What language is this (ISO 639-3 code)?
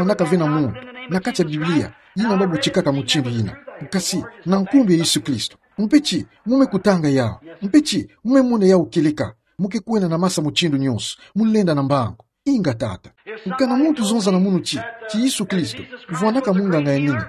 ktu